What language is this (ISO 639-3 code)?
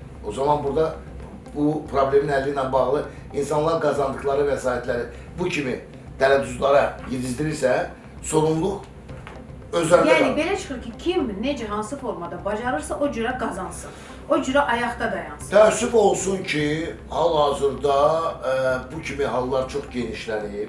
aze